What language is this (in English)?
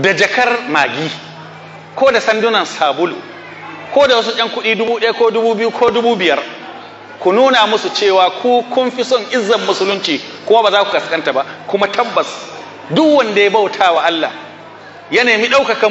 Hausa